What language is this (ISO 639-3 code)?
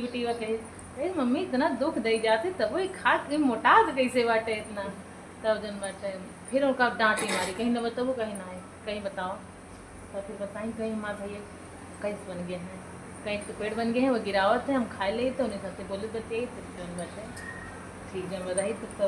awa